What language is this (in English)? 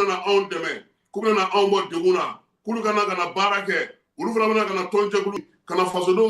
Bambara